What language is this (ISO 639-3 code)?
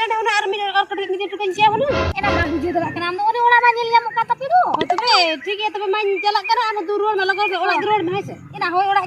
sat